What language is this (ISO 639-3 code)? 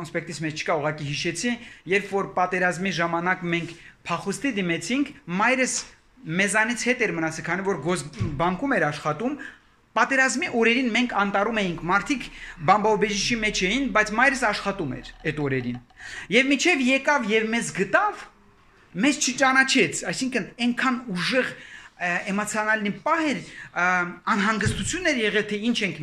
hye